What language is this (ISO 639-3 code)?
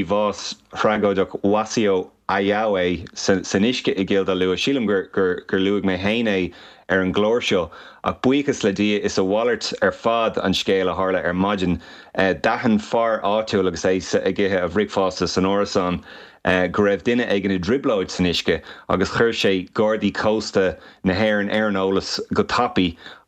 gle